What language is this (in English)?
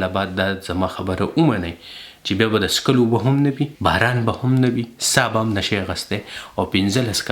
Pashto